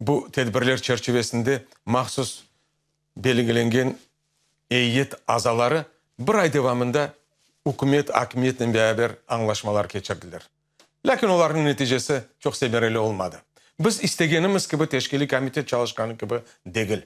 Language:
Crimean Tatar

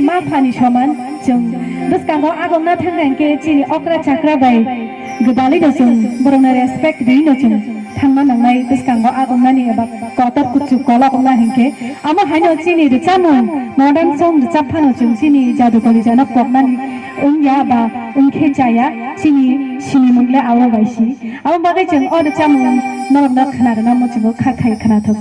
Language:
Kok Borok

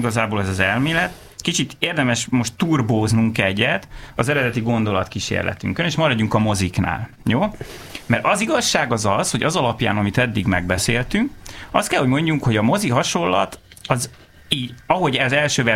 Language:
Hungarian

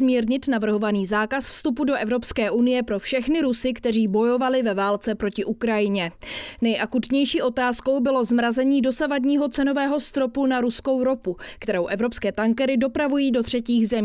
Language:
Czech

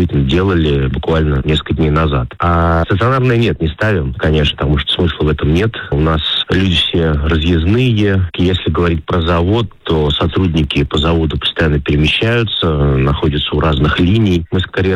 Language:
Russian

